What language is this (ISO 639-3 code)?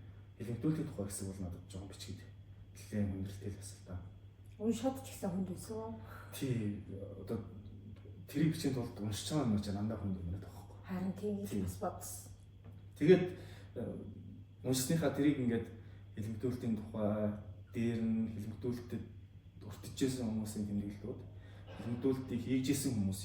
mon